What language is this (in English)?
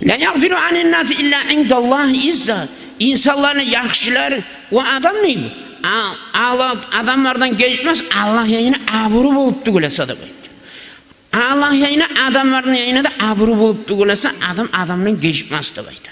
Kumyk